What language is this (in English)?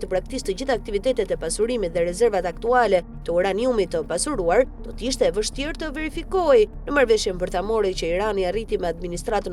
Albanian